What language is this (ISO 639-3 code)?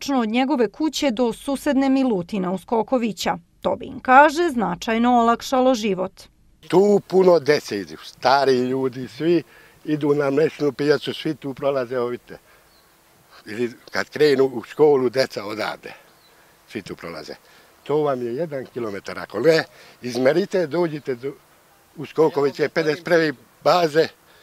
srp